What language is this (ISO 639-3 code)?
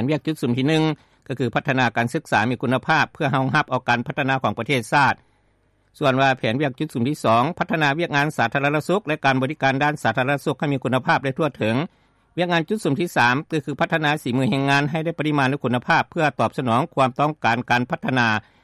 lao